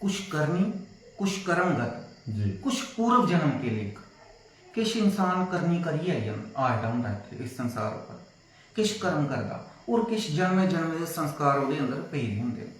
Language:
Dogri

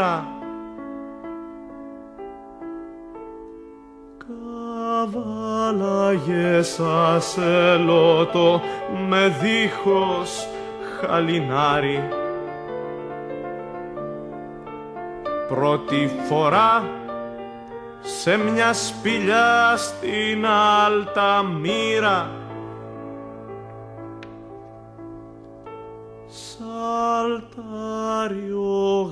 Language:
Greek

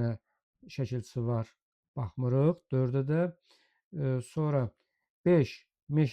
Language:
Azerbaijani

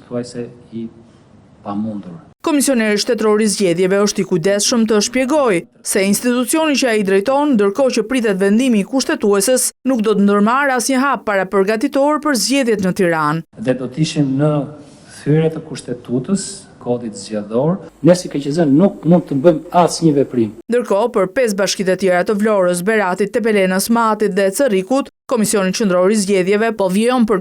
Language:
Albanian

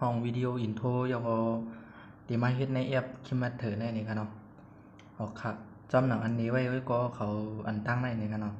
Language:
Shan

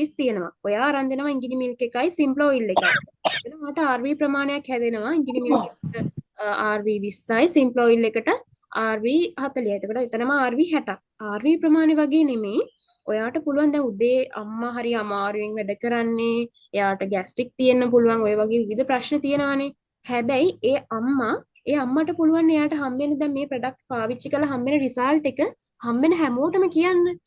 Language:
Sinhala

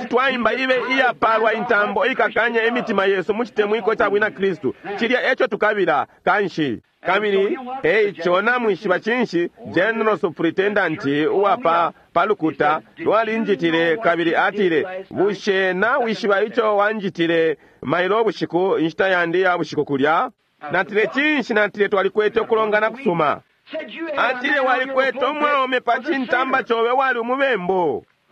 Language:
Bemba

